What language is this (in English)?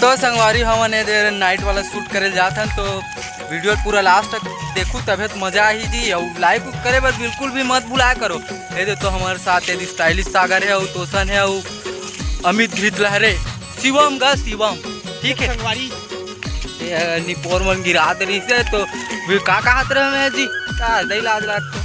Chhattisgarhi